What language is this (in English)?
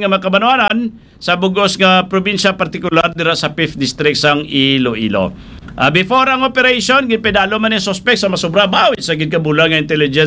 Hiligaynon